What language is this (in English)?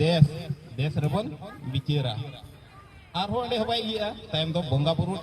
Santali